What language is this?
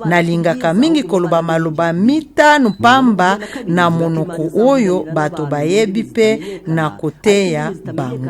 Lingala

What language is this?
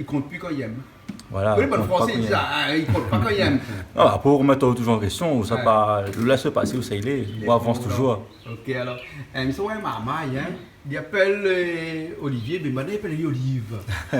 Réunion Creole French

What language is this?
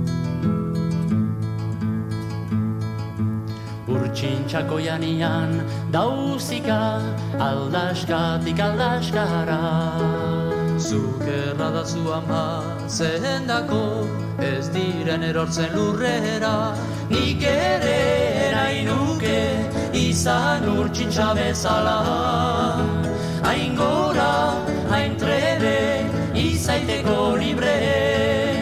Basque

